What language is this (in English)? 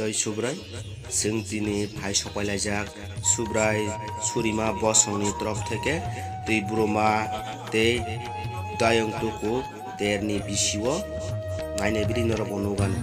Kok Borok